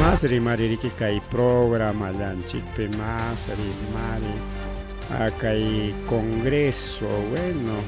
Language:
Ayacucho Quechua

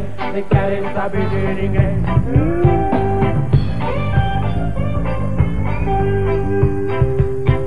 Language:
Portuguese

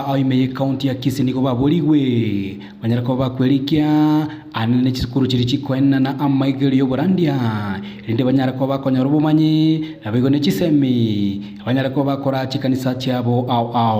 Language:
Gusii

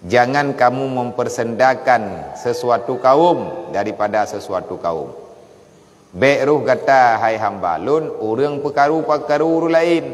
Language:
Achinese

